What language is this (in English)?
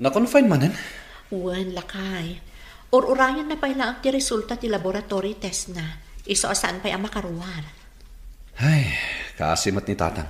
Iloko